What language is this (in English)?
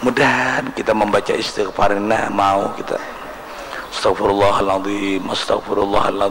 Banjar